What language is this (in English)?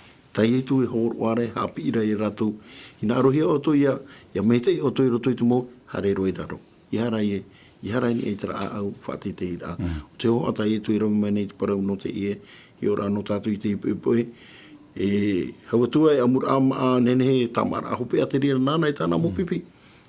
Tahitian